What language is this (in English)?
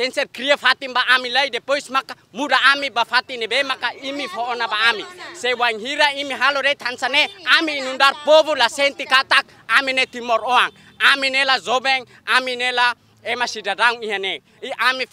Tetum